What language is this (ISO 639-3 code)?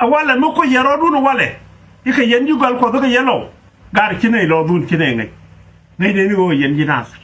nus